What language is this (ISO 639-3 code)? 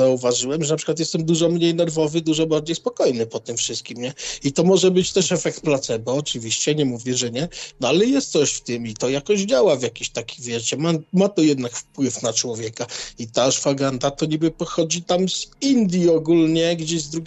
pol